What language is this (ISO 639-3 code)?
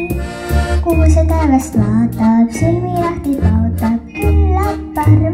est